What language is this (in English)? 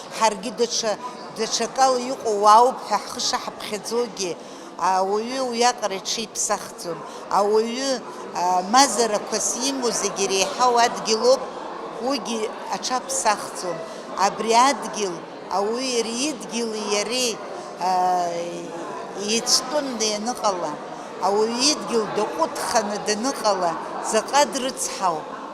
Abkhazian